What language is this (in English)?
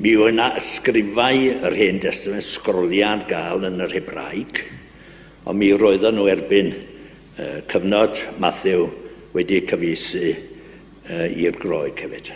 Welsh